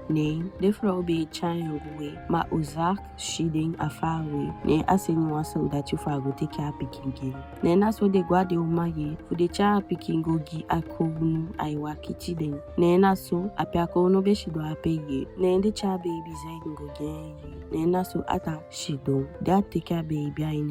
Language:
Eastern Maroon Creole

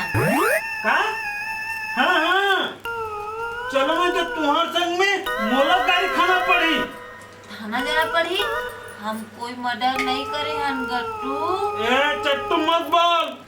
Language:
Chhattisgarhi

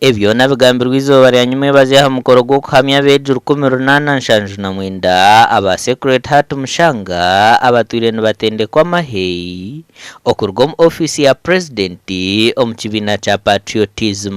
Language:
Nyankole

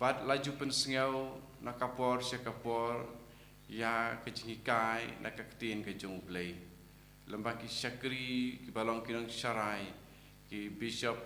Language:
Khasi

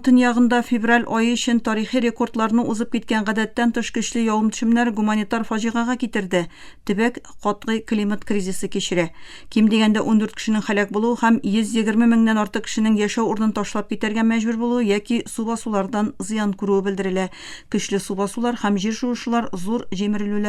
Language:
Tatar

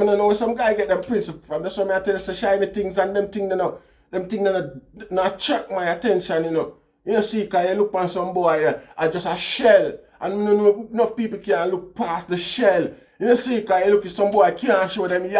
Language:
Jamaican Creole English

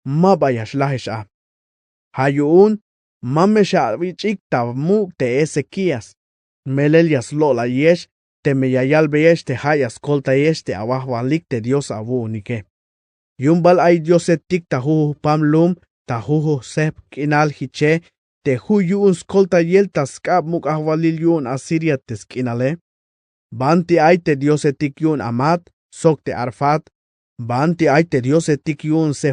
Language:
Tzeltal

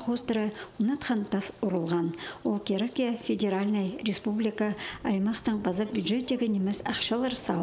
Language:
Khakas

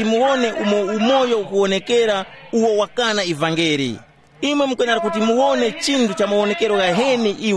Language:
Tumbuka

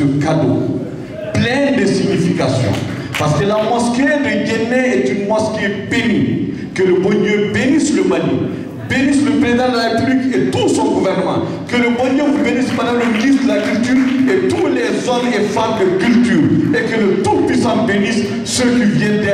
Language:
French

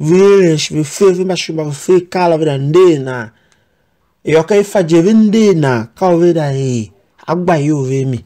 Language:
Tiv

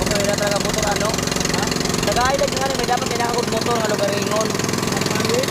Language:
Waray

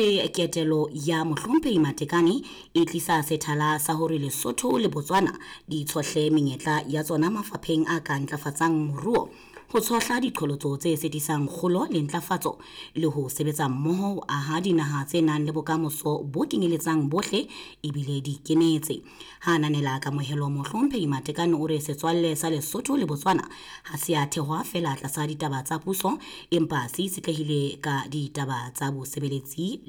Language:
Southern Sotho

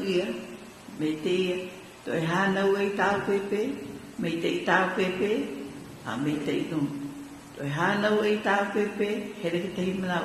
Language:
Hawaiian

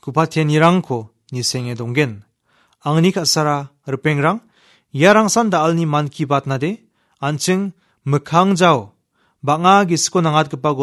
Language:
Garo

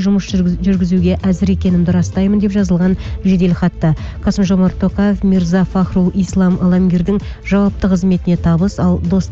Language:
Kazakh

